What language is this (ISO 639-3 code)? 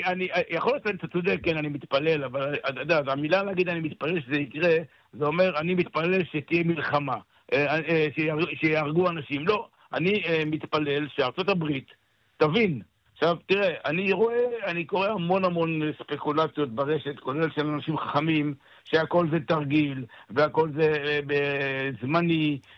heb